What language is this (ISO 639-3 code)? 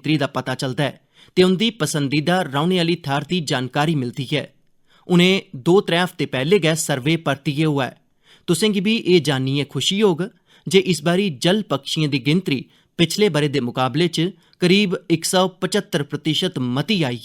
doi